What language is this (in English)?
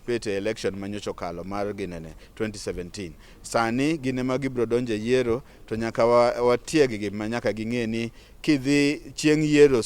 Luo (Kenya and Tanzania)